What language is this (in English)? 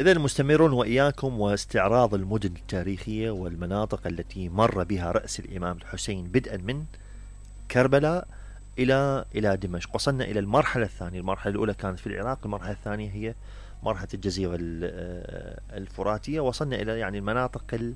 Mesopotamian Arabic